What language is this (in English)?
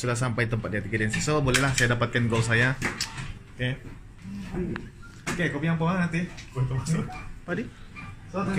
Malay